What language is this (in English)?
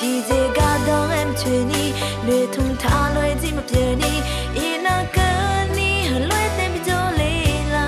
Akha